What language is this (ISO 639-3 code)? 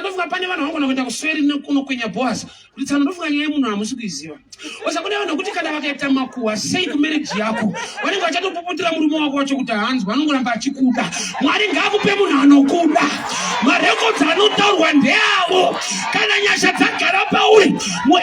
sna